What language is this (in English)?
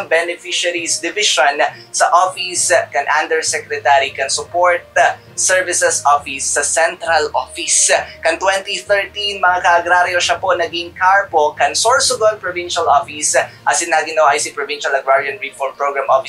Bikol